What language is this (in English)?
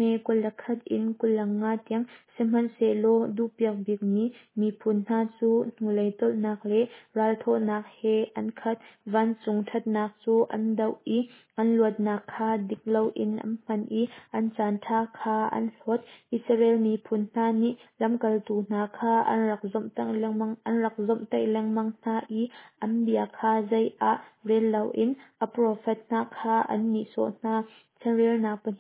Hakha Chin